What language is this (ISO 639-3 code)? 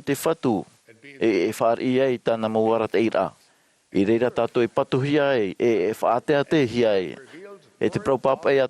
tah